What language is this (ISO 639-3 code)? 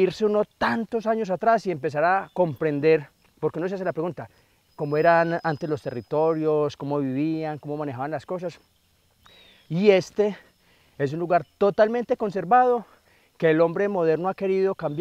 spa